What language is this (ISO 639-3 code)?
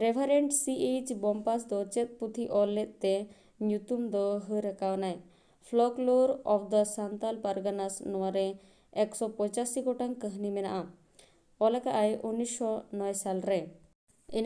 sat